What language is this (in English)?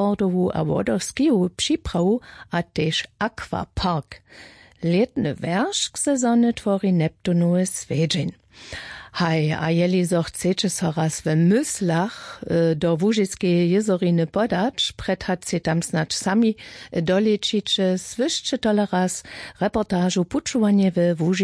Upper Sorbian